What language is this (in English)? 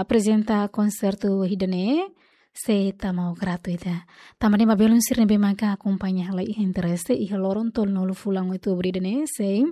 Tetum